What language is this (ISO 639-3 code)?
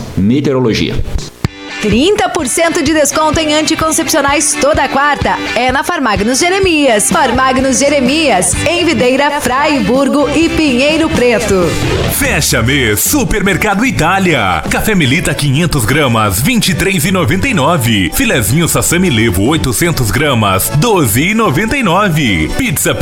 por